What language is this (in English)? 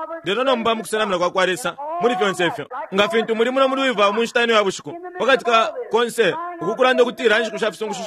Bemba